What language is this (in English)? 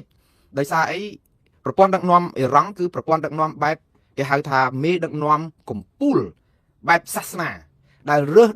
Khmer